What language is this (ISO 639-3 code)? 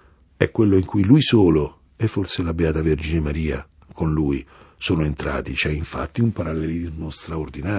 ita